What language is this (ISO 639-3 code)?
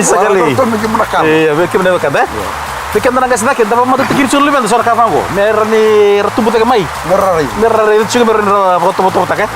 fij